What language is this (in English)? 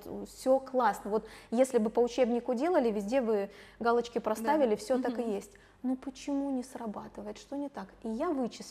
Russian